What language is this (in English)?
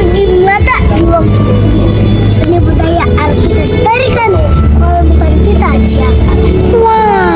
Betawi